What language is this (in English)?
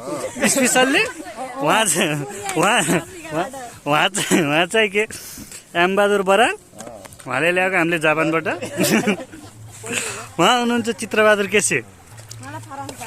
Nepali